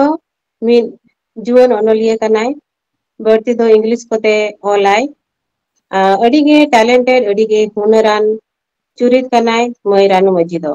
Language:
Santali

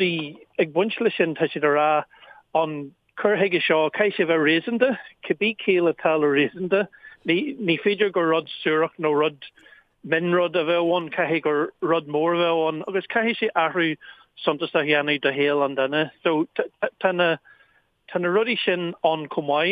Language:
Irish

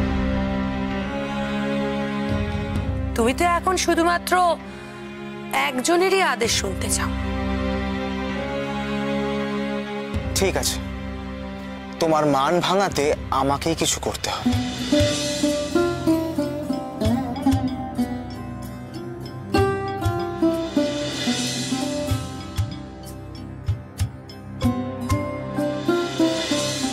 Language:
Bangla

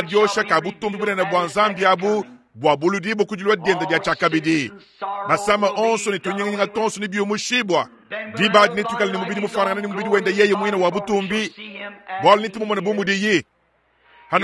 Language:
Luba-Lulua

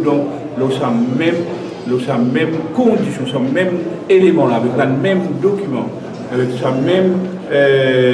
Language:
Morisyen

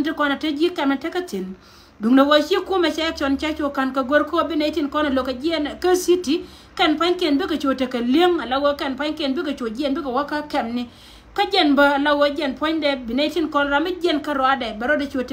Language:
Nuer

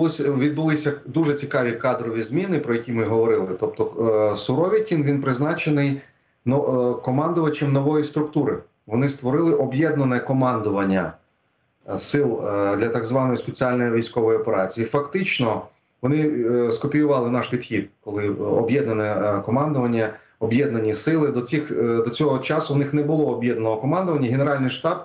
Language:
Ukrainian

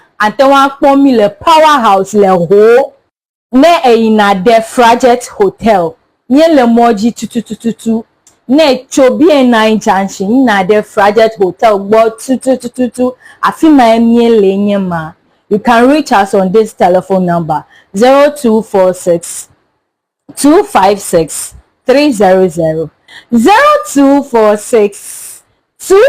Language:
Ewe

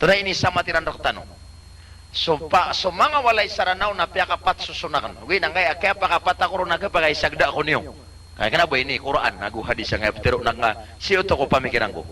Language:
Maranao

